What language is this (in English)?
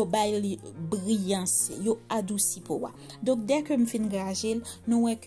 Haitian Creole